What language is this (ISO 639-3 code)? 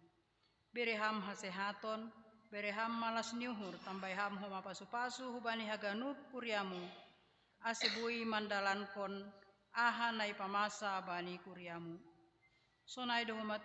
bts